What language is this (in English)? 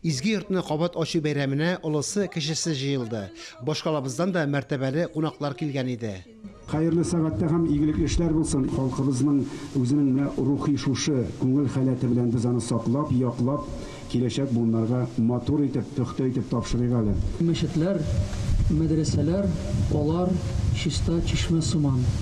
Tatar